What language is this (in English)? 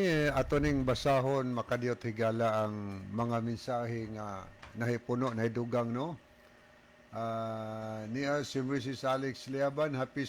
Cebuano